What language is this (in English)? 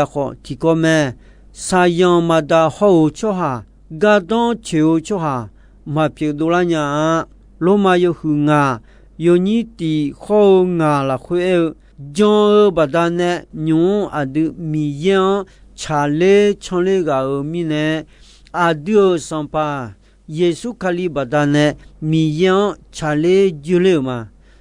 Akha